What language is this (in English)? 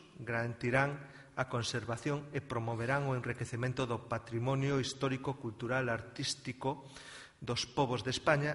Galician